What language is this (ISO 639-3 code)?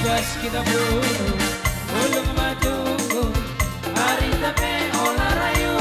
bts